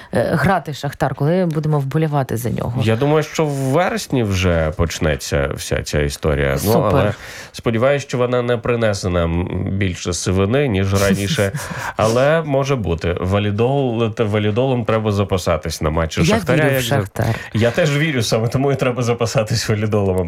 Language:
Ukrainian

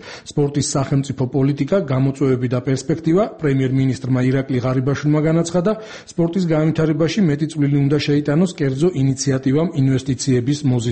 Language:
Georgian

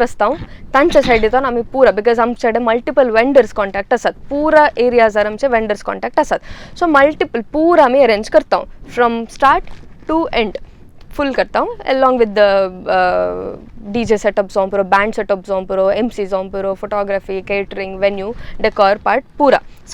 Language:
Konkani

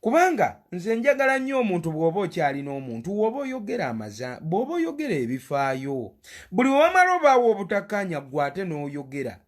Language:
Ganda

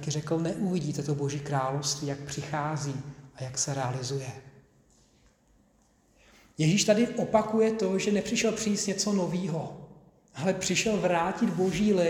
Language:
Czech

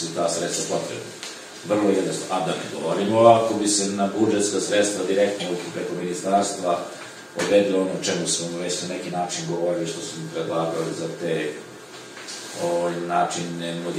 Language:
Serbian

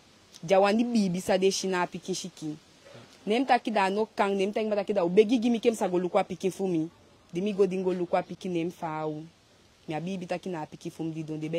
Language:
Eastern Maroon Creole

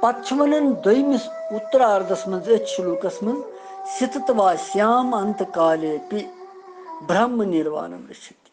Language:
Kashmiri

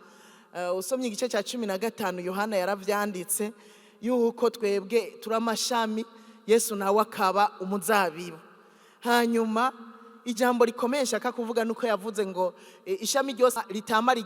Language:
Rundi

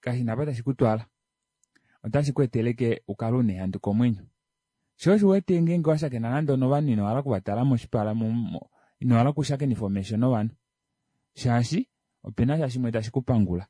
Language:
Kuanyama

